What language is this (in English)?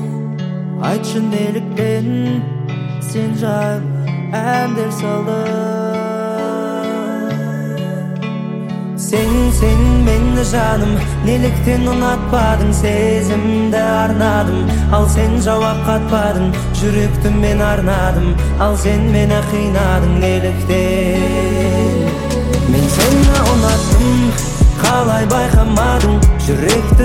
Kazakh